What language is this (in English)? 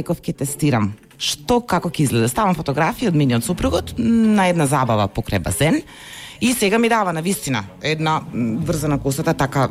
Macedonian